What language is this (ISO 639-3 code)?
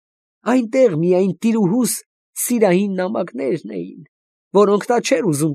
hye